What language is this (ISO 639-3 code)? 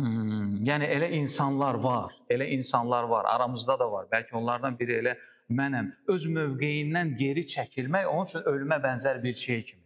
aze